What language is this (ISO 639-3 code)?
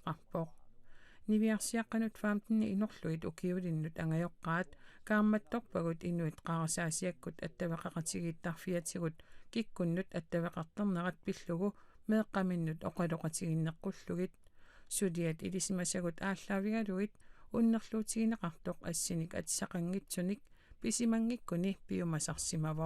kal